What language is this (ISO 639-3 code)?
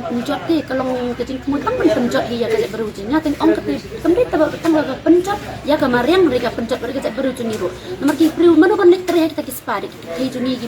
kha